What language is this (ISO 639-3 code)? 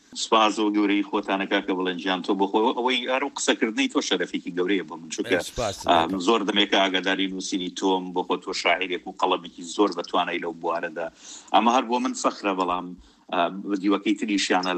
ckb